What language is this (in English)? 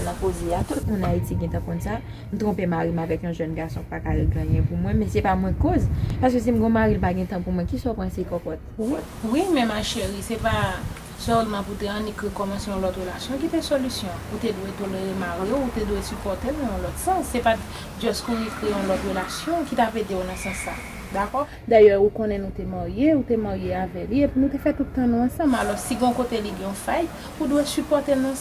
Haitian Creole